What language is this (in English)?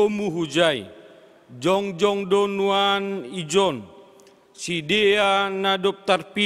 Batak Simalungun